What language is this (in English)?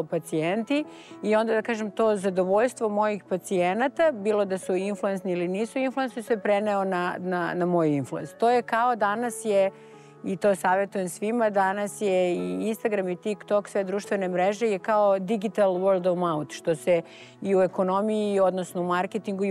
Serbian